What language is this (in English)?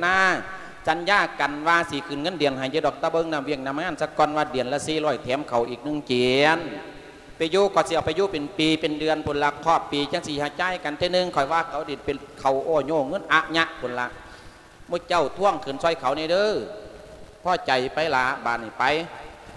Lao